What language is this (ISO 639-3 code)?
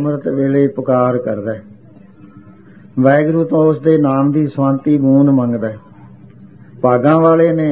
pan